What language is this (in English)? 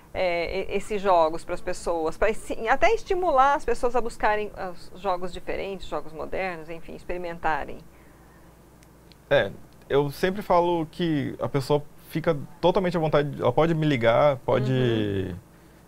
Portuguese